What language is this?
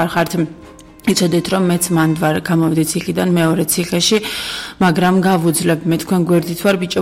Georgian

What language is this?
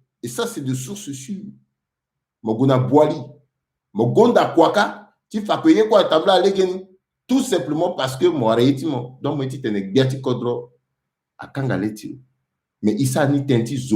Sango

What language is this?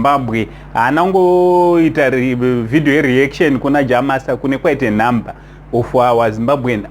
Shona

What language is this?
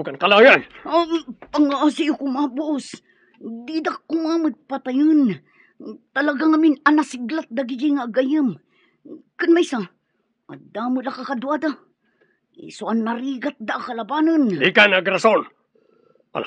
Iloko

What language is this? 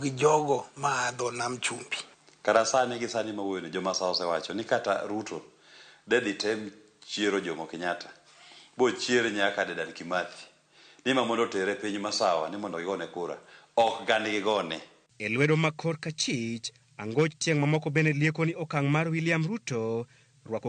Luo (Kenya and Tanzania)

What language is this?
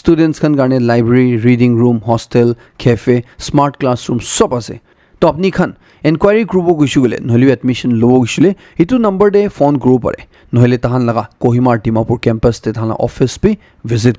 Naga Pidgin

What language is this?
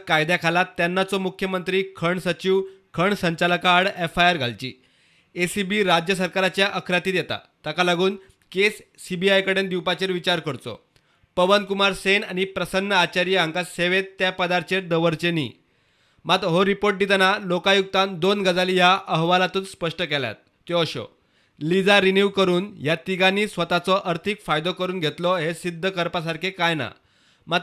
Konkani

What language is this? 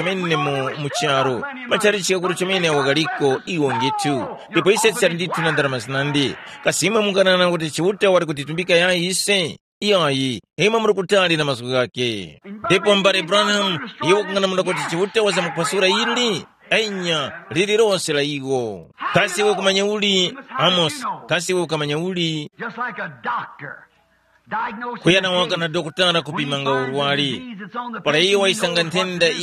Tumbuka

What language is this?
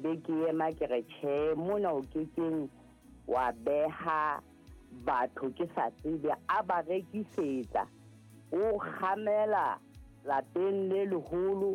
Southern Sotho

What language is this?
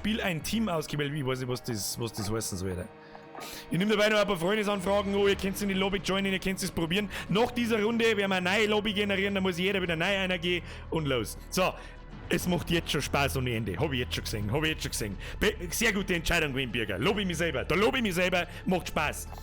Bavarian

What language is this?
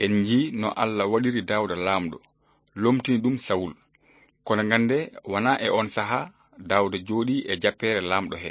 Fula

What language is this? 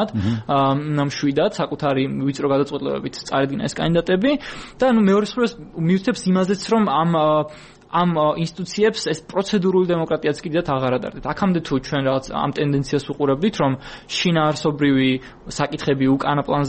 Georgian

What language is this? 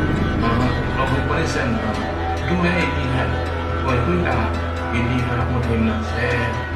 Xavánte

